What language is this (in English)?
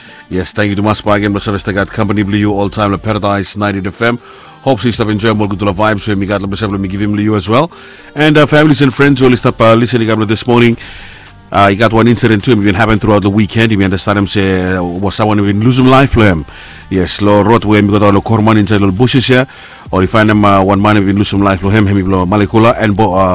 Bislama